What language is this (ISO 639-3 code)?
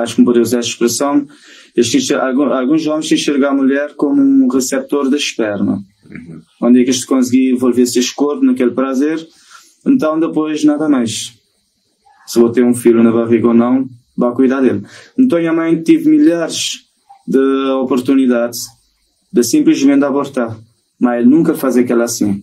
kea